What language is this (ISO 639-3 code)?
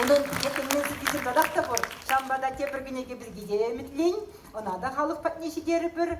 chv